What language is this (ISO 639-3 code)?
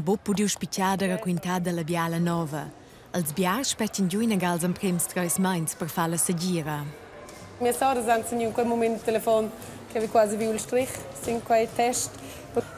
roh